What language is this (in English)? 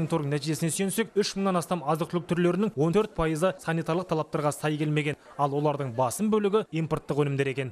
Kazakh